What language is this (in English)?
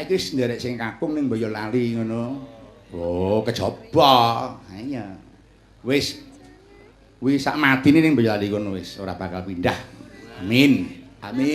Javanese